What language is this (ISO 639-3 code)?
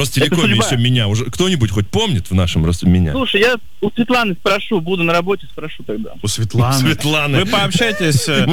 rus